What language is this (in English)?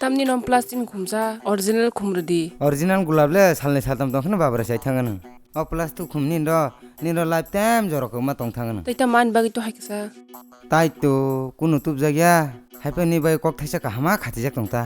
Kok Borok